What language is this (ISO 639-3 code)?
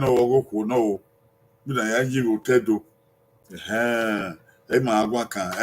bin